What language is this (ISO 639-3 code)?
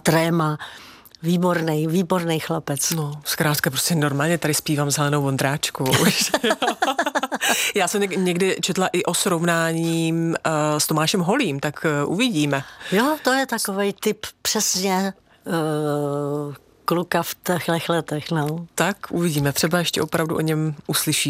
ces